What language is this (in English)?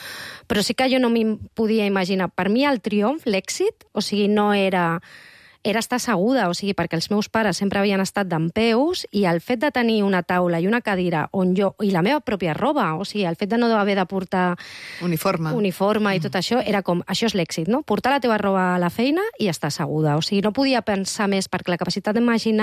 Catalan